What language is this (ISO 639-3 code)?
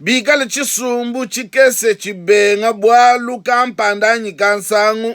lua